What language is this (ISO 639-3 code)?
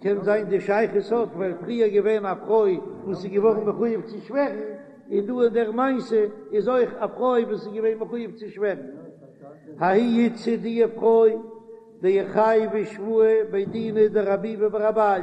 yid